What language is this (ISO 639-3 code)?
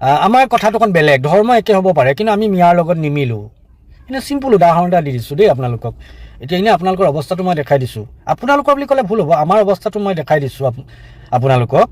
asm